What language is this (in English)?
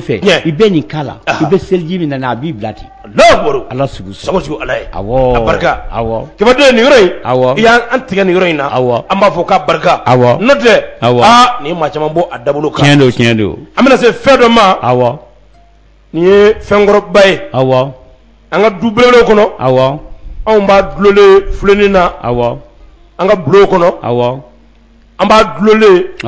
Bambara